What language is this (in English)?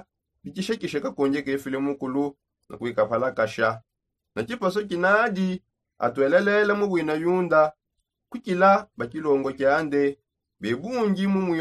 Songe